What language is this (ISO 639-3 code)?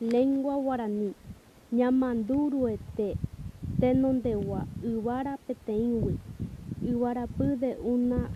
grn